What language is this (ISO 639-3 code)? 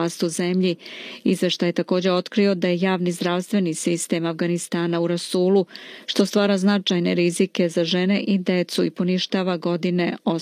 srp